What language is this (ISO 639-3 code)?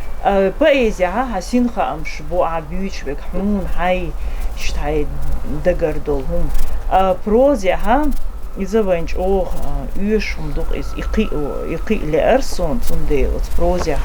che